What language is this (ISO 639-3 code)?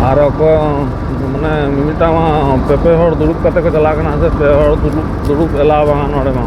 sat